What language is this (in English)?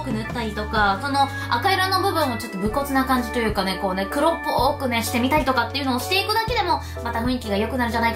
Japanese